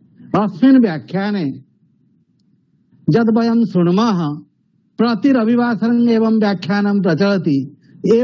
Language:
Sanskrit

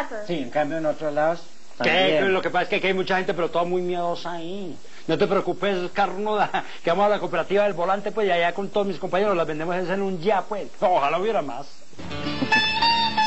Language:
Spanish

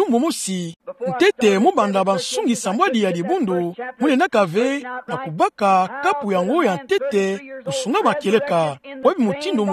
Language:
Kituba (Democratic Republic of Congo)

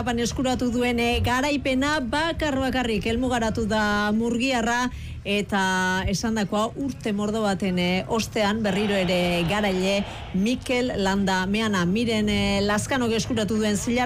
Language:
Basque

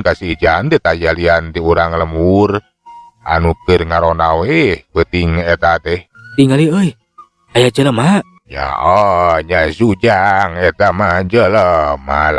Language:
Sundanese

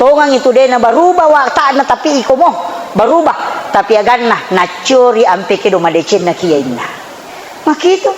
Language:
Buginese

